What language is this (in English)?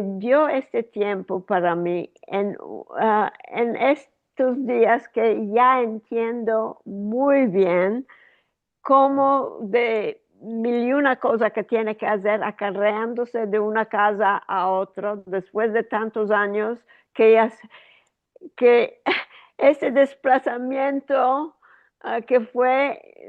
Ladino